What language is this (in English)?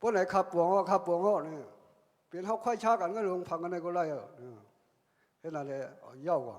Shan